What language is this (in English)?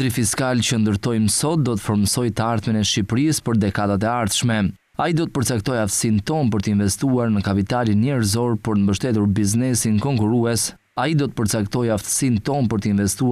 Albanian